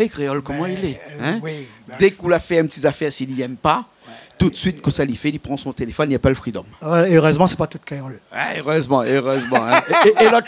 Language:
Réunion Creole French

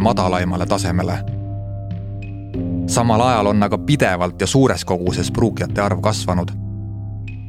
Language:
Estonian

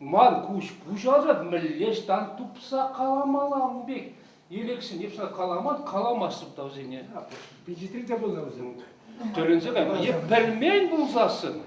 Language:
Chuvash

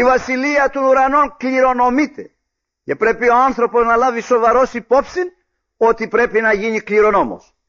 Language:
Greek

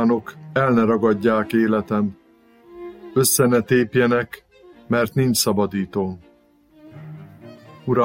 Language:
Hungarian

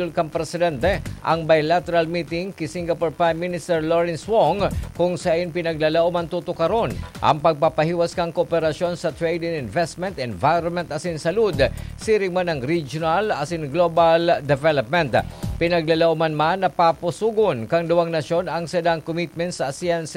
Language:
Bikol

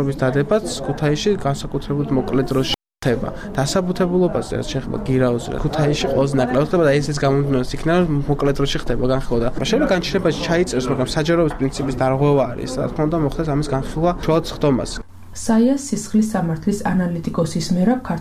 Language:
Georgian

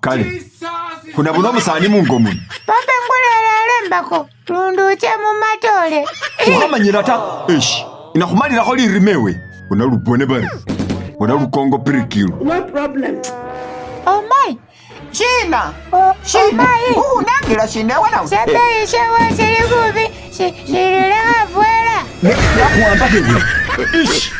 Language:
Masaaba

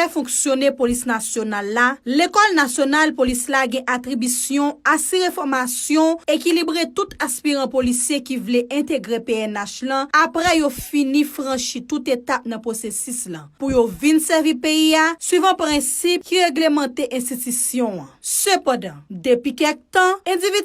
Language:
Haitian Creole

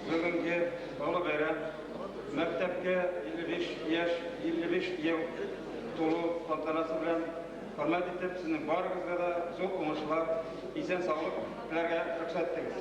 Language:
Bashkir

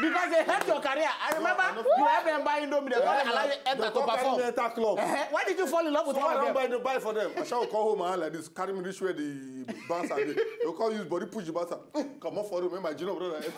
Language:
Nigerian Pidgin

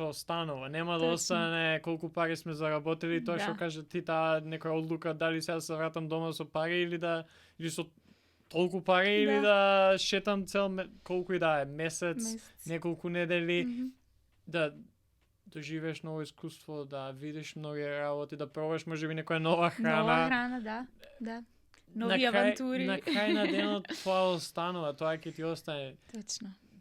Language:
Macedonian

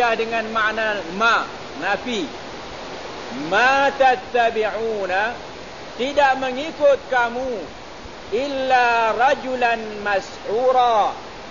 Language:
Malay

